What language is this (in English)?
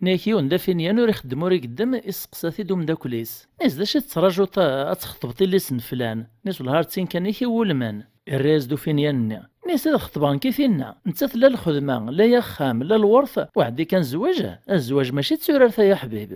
Kabyle